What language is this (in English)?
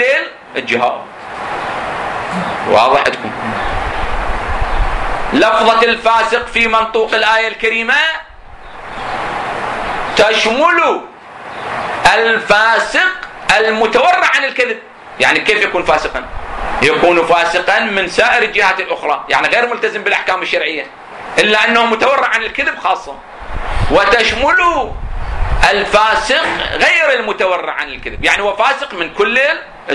Arabic